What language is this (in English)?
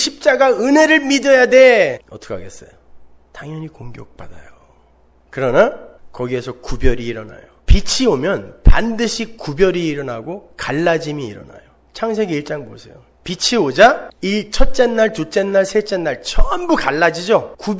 Korean